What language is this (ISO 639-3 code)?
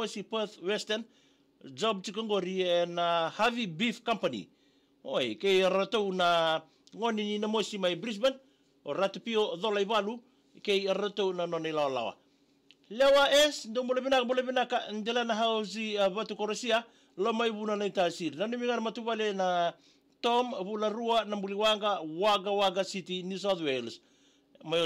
fij